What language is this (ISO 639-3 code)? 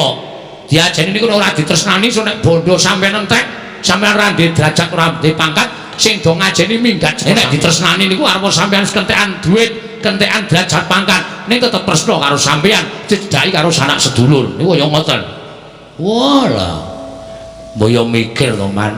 jav